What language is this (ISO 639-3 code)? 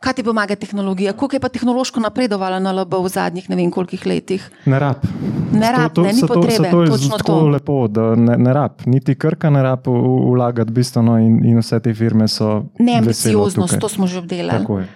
slv